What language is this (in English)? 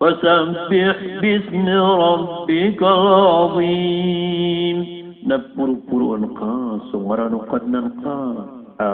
Maranao